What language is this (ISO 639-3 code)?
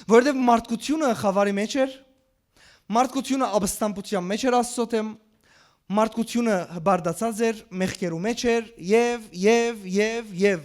hyw